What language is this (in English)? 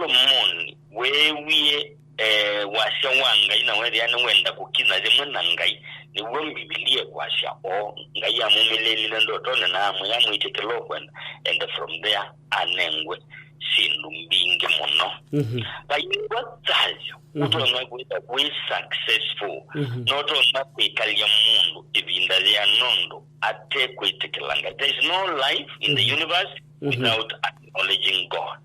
Kamba